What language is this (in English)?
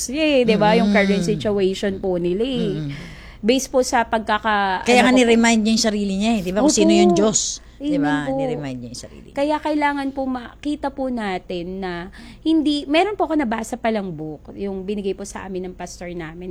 Filipino